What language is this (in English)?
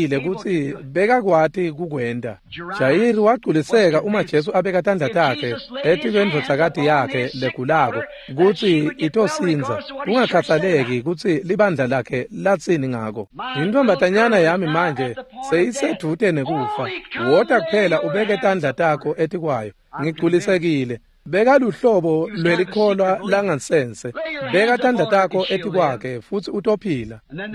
Swati